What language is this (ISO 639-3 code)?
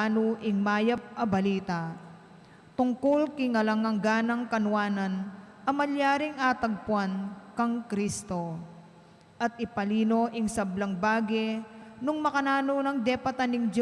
pam